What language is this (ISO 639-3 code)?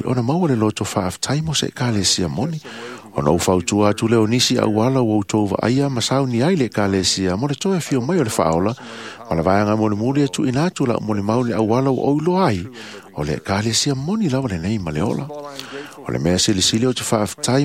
smo